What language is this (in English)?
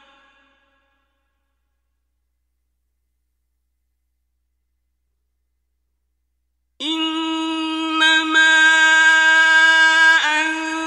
Arabic